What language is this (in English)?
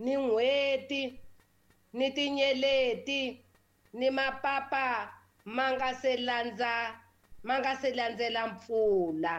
Tsonga